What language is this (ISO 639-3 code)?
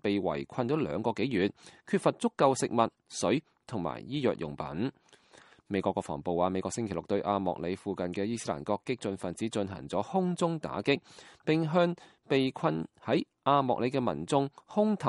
yue